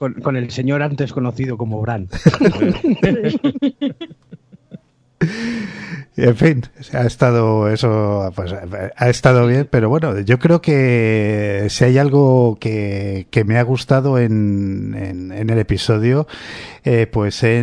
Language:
Spanish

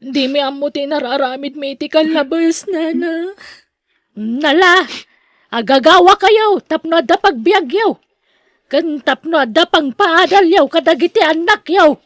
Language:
Iloko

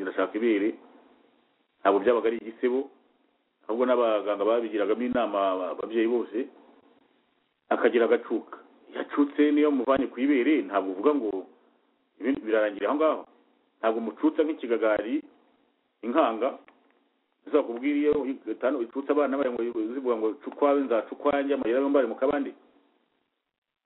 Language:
Kinyarwanda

